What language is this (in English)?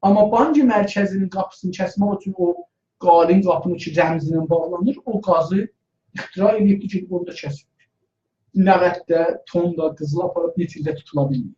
South Azerbaijani